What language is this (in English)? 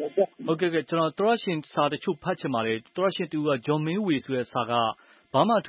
Burmese